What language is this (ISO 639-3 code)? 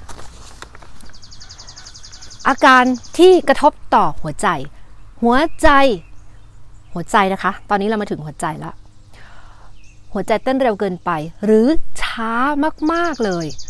tha